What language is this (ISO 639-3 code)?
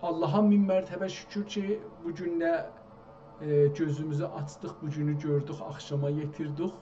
azb